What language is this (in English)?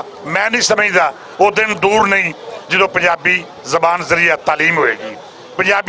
Western Panjabi